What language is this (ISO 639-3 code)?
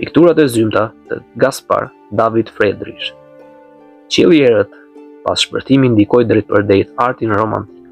sqi